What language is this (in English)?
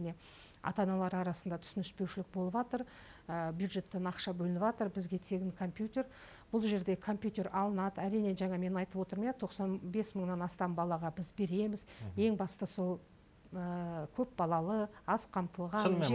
Kazakh